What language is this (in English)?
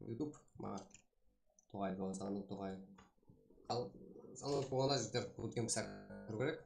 Kara-Kalpak